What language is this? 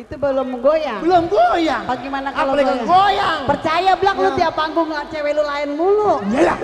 Betawi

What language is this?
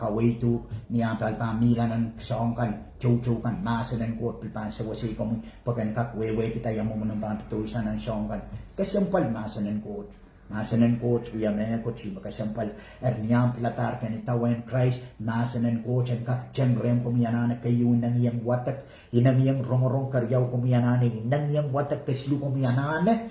Pohnpeian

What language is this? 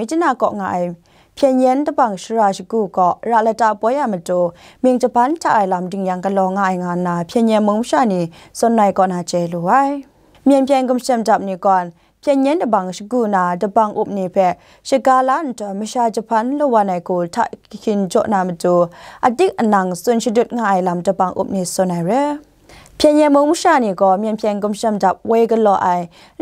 Kachin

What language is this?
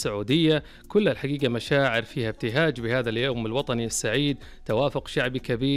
Najdi Arabic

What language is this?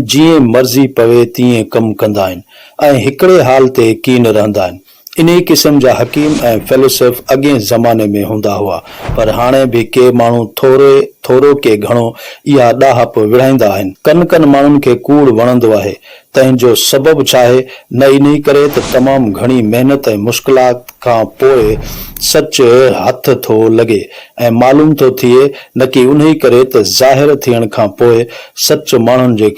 Sindhi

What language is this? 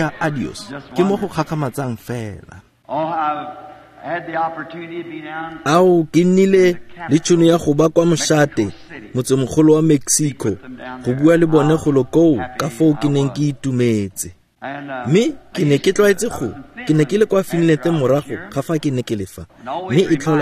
Tswana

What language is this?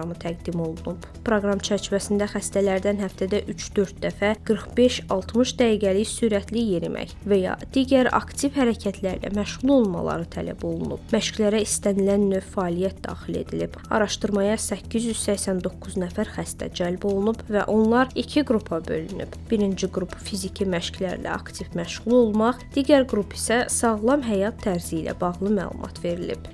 Azerbaijani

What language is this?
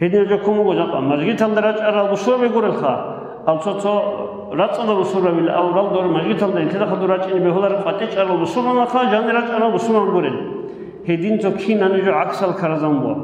Avaric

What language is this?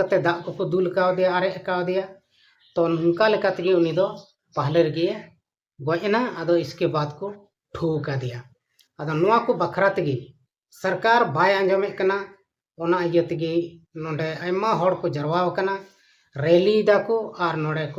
Santali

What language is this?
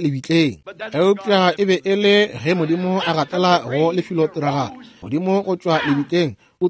Northern Sotho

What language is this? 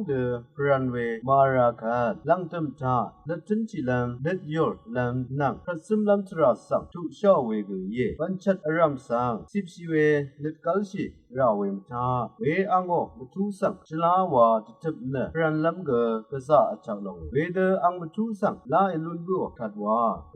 Rawang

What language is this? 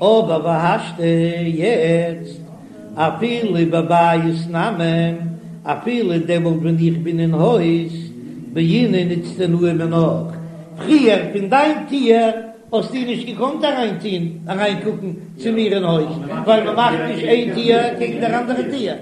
Yiddish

